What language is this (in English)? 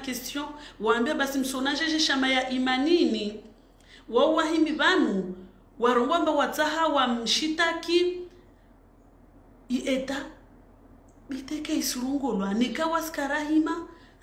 Swahili